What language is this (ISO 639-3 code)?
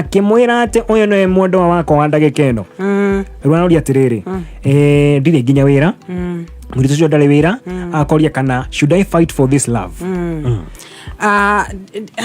kik